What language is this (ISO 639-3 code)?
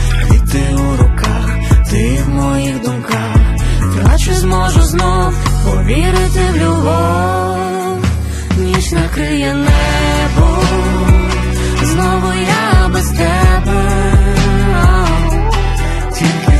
ukr